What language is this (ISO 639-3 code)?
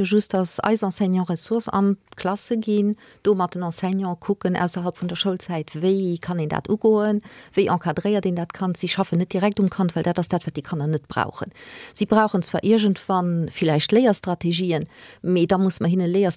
ltz